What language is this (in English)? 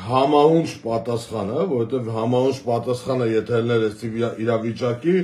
Armenian